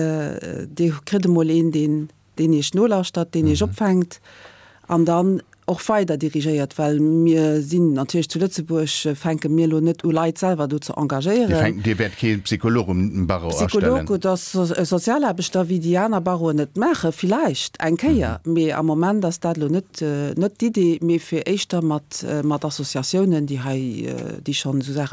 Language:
Luxembourgish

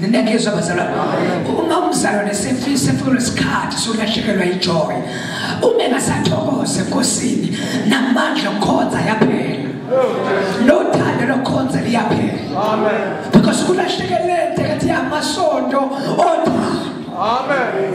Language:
Zulu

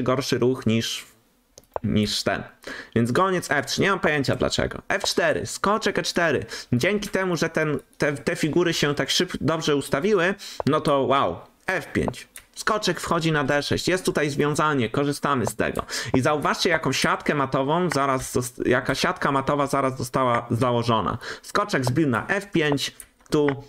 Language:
Polish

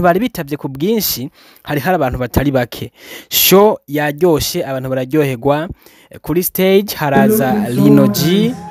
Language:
Rundi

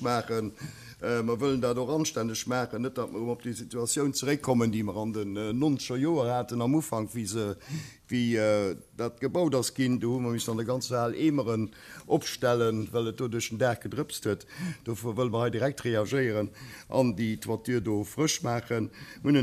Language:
Luxembourgish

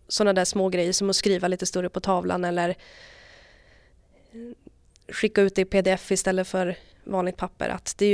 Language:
Swedish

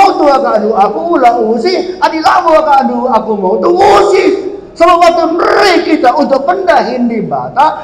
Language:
Batak Karo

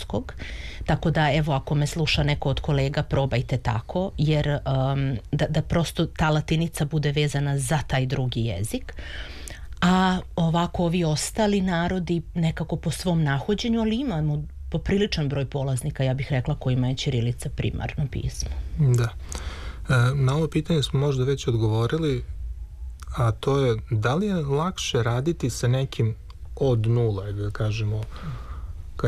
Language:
Serbian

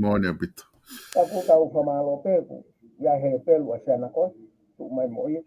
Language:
Tongan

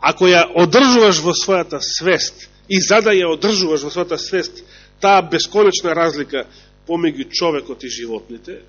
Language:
Macedonian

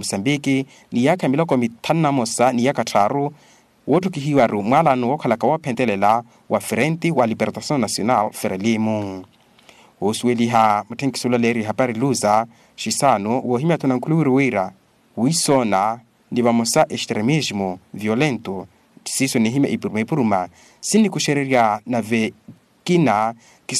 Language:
Makhuwa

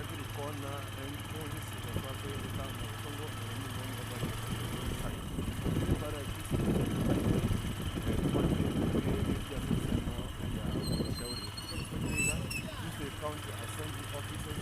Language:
Gusii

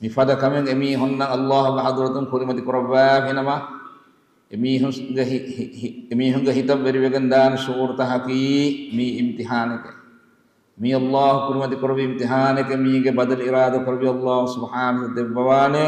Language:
Divehi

